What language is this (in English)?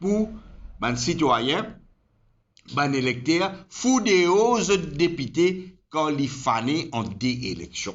Morisyen